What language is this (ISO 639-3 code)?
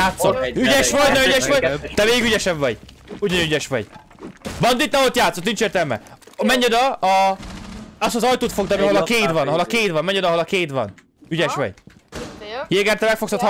hun